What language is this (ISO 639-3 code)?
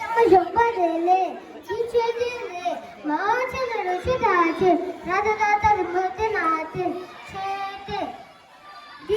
bod